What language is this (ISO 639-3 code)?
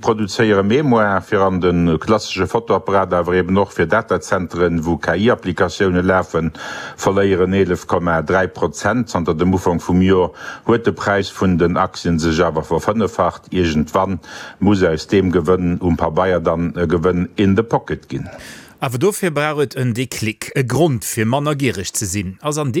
ltz